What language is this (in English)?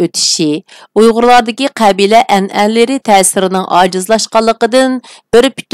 Uyghur